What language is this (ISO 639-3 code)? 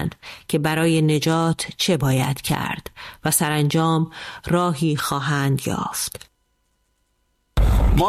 fas